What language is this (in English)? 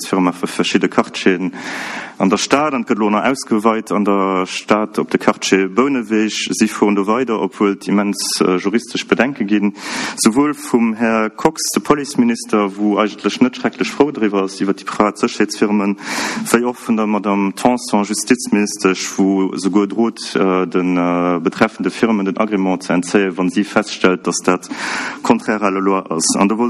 Luxembourgish